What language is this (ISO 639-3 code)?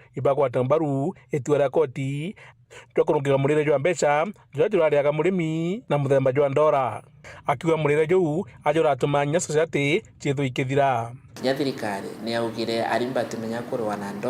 mer